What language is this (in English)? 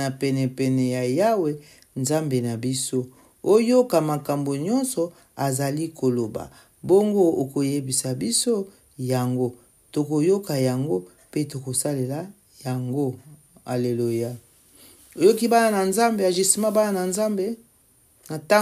Lingala